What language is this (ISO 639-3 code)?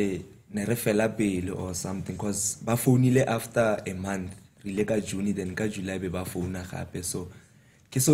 tsn